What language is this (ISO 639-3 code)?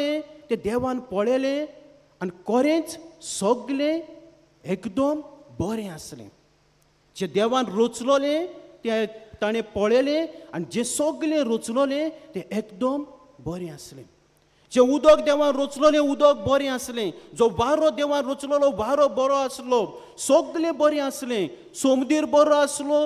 kok